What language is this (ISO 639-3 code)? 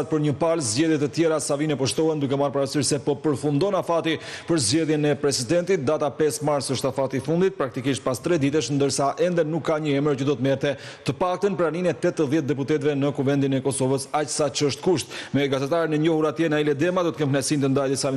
sqi